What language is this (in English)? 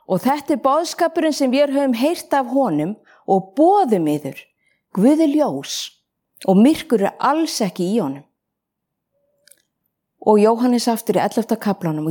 Icelandic